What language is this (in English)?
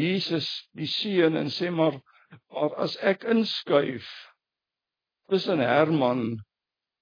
Afrikaans